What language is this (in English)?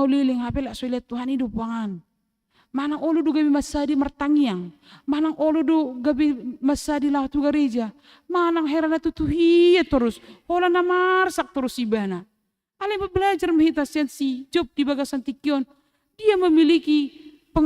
Batak Toba